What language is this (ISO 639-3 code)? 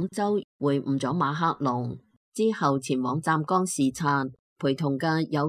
yue